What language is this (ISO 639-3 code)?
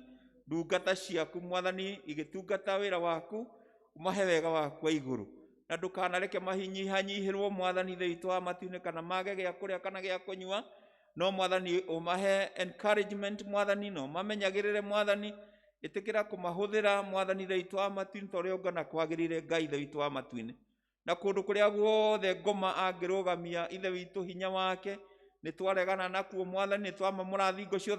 kik